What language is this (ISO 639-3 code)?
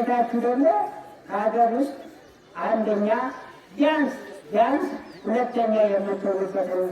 amh